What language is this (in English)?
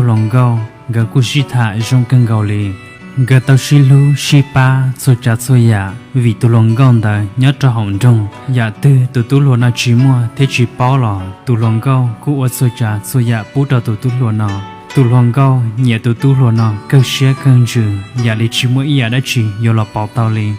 Hmong